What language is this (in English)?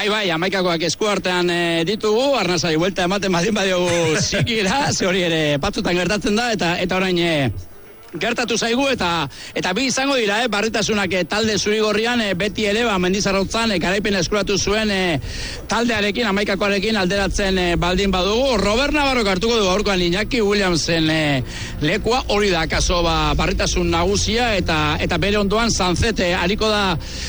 Basque